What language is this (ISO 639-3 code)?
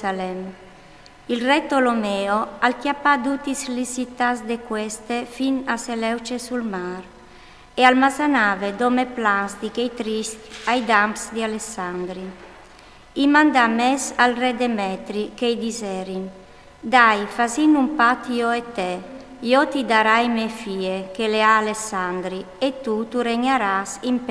fur